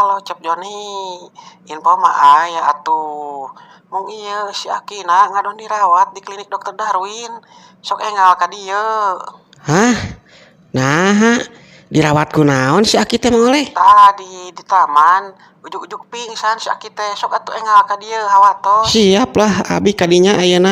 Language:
Sundanese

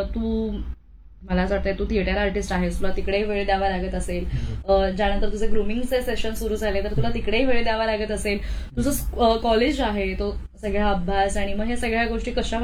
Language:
Marathi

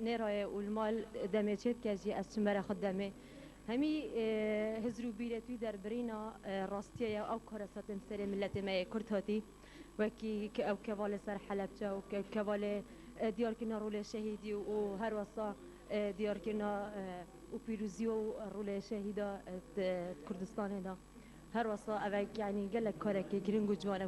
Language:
Kurdish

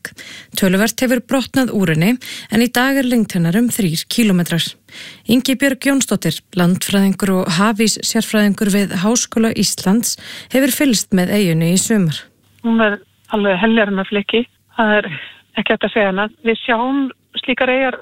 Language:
Icelandic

